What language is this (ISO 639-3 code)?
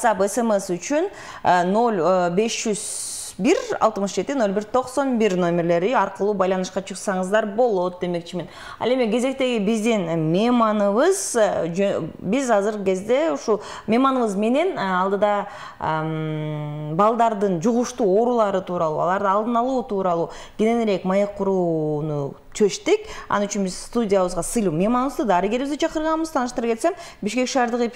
kir